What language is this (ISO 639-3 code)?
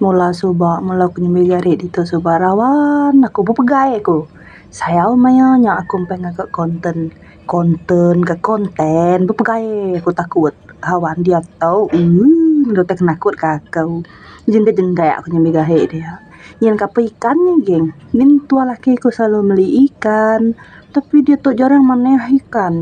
iba